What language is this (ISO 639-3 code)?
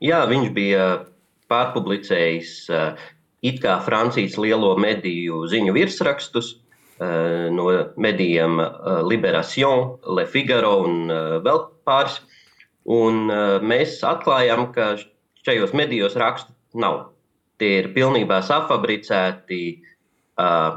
lav